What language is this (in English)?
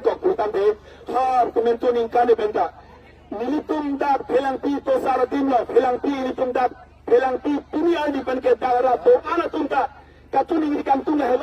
Karbi